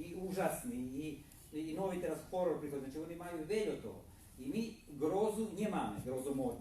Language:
Rusyn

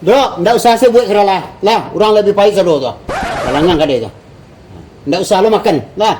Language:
Minangkabau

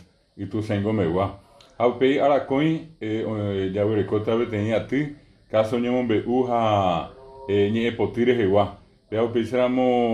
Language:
Guarani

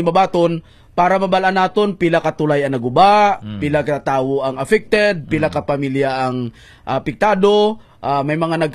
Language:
Hiligaynon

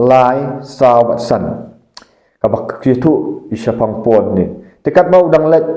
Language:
Khasi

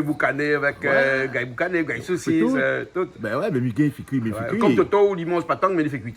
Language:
Réunion Creole French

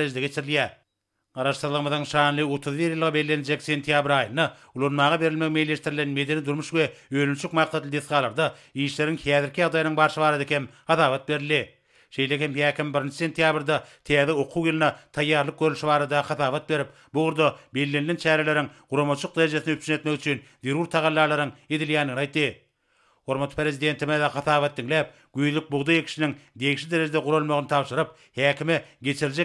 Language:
Turkmen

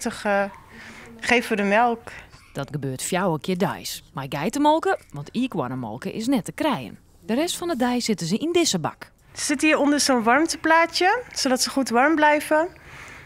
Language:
Western Frisian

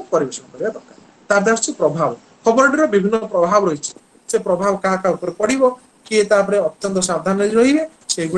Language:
Odia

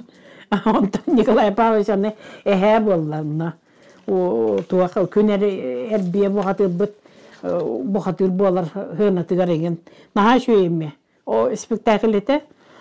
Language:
Yakut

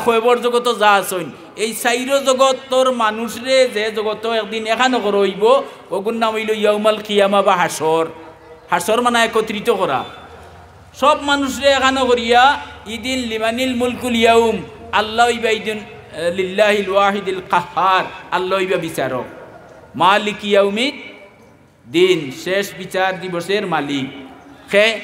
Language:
Sylheti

